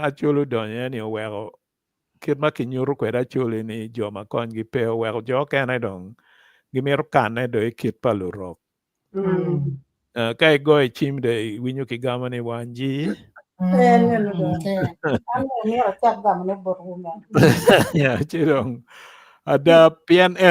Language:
Acoli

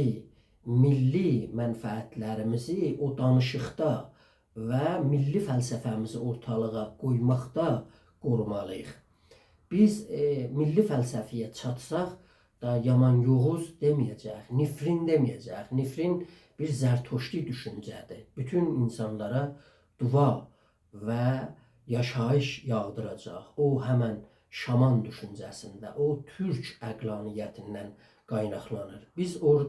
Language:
South Azerbaijani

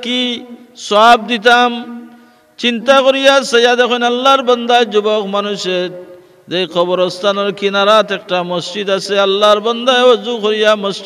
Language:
Sylheti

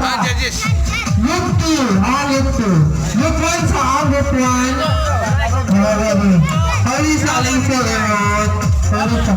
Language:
Cebuano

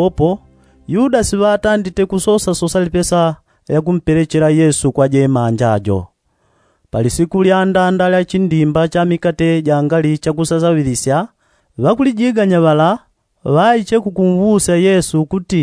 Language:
Yao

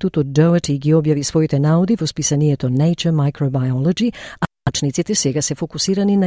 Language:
Macedonian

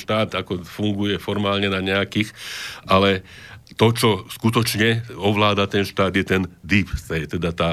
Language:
Slovak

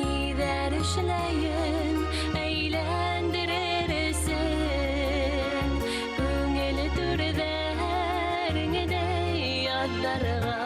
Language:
Bashkir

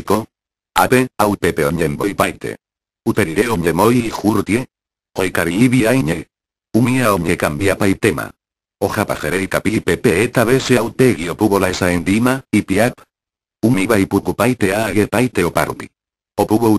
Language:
Guarani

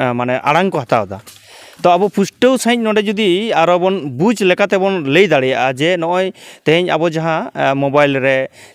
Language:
Santali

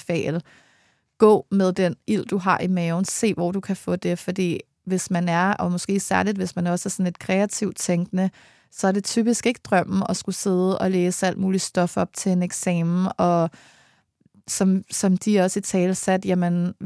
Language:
Danish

